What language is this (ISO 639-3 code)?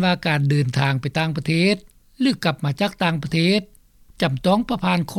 lao